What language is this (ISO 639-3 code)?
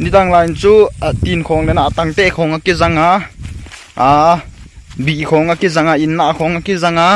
pck